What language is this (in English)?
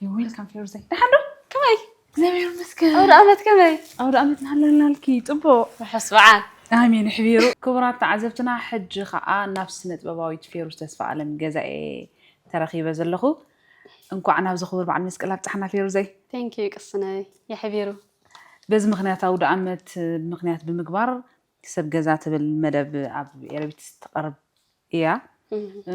Tigrinya